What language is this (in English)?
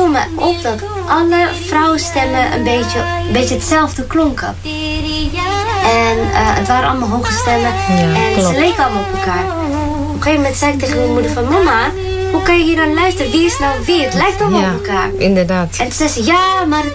Dutch